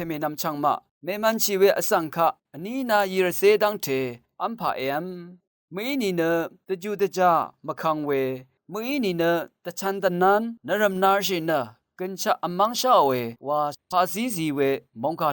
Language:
Rawang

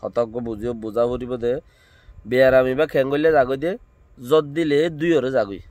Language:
Rohingya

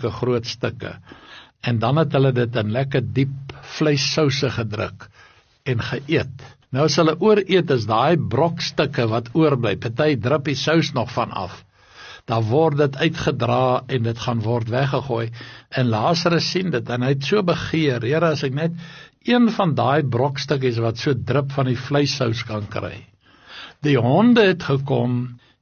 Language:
Afrikaans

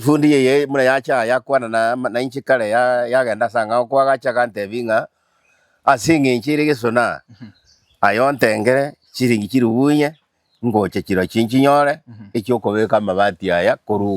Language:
Gusii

